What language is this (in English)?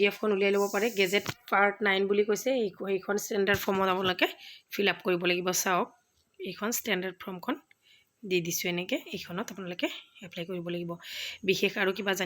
Assamese